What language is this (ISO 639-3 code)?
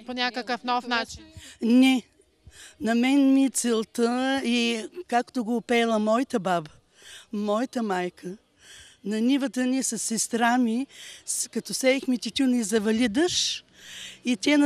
bul